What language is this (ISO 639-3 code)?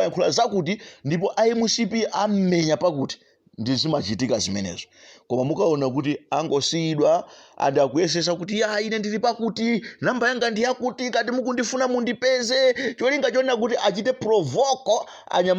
nya